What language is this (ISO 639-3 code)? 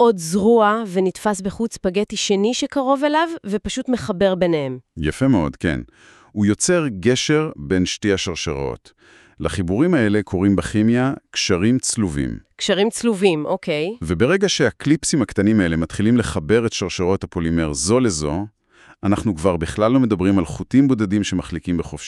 heb